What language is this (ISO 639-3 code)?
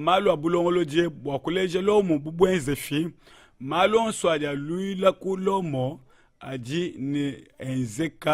lua